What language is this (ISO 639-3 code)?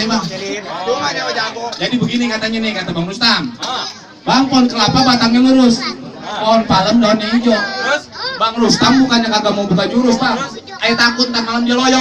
bew